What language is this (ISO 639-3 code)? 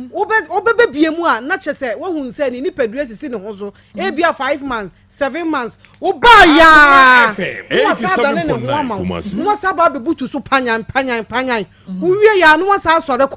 aka